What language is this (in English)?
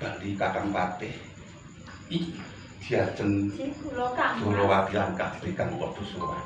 Javanese